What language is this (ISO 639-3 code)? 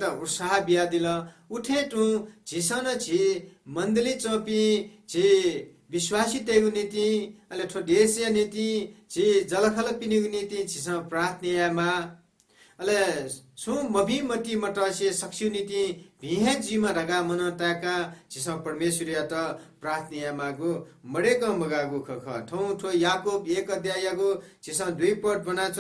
new